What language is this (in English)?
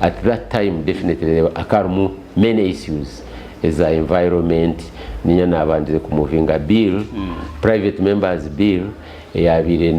Nyankole